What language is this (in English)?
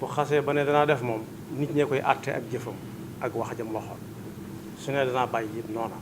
Wolof